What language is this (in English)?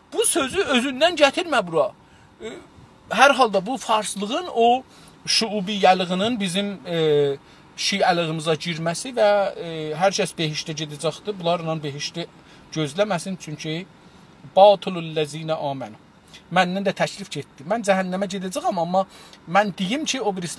South Azerbaijani